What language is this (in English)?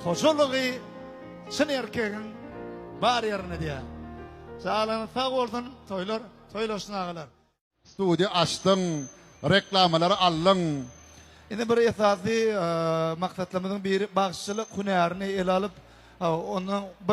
Turkmen